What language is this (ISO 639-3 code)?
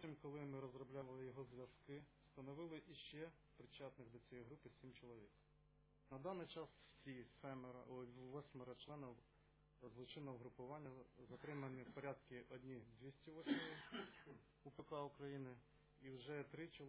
ukr